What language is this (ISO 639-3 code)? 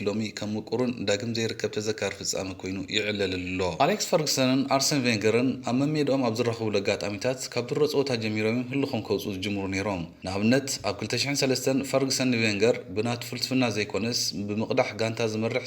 tir